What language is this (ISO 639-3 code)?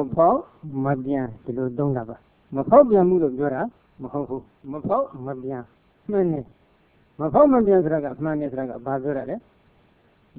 mya